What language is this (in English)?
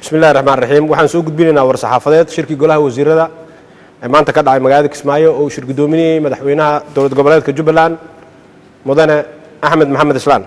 Somali